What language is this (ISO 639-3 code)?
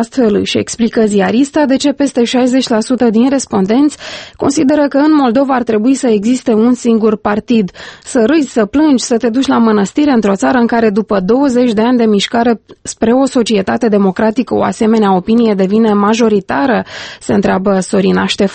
ron